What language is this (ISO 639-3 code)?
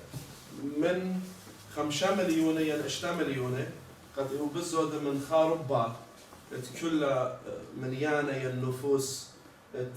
aii